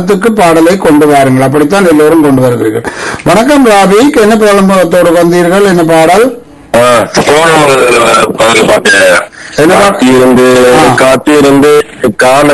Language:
Tamil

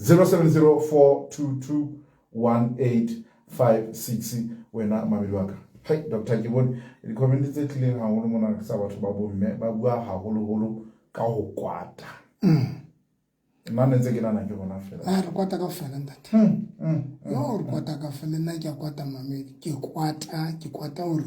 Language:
Southern Sotho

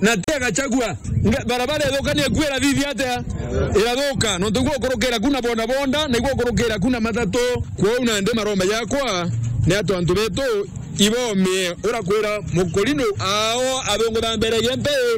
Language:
Meru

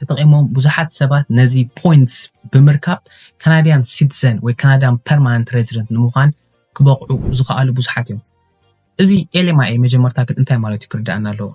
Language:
Tigrinya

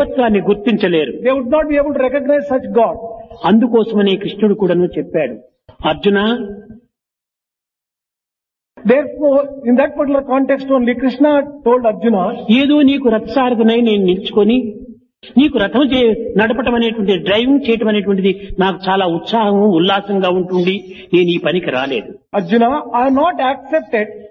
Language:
Telugu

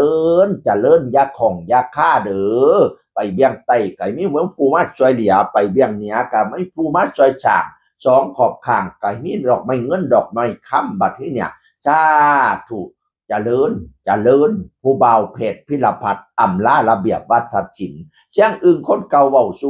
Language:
Northeastern Thai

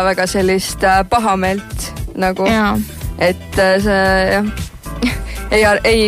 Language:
Estonian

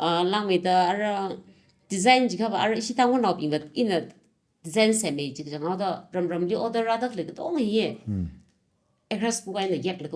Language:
Tangkhul Naga (India)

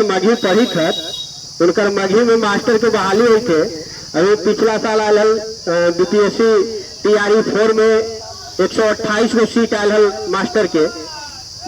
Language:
Magahi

